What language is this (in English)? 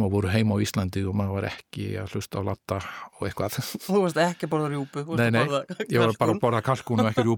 Icelandic